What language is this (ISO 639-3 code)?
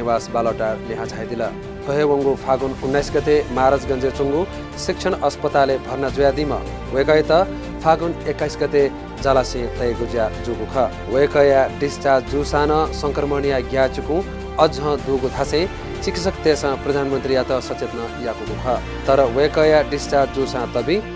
new